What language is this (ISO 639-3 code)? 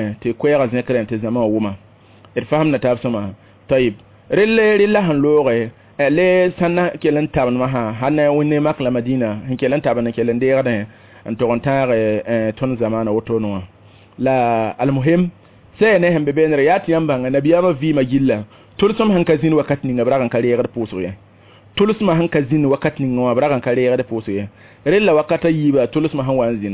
mos